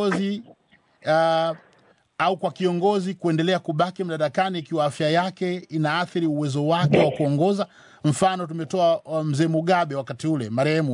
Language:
Swahili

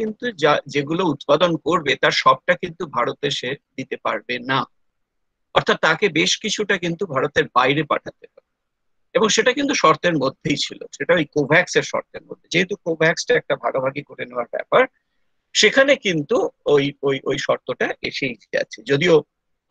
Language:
Bangla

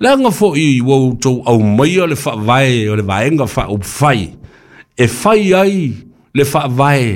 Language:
Samoan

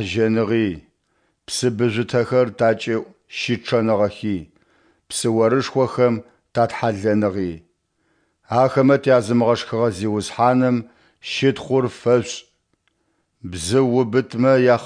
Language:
Adyghe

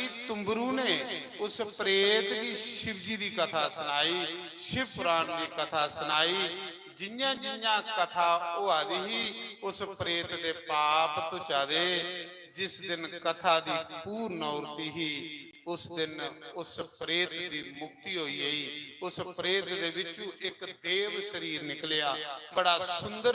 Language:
Dogri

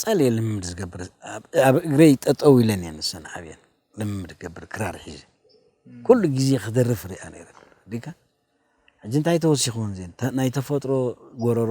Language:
Tigrinya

